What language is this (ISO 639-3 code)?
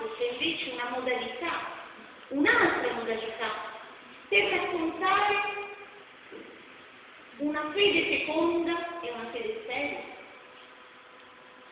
ita